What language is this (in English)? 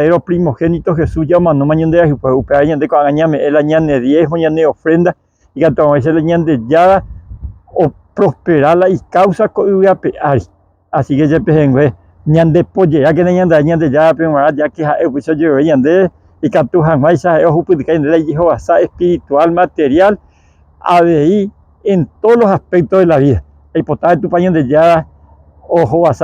Guarani